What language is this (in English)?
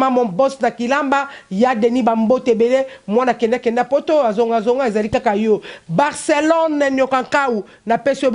Lingala